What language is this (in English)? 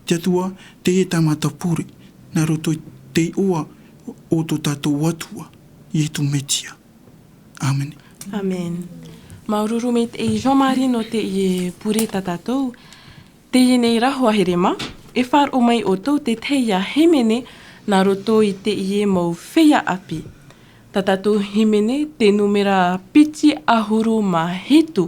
Tahitian